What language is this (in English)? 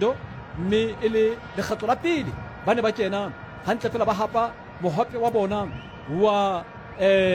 Southern Sotho